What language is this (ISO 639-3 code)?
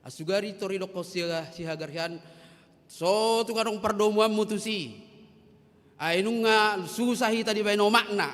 bbc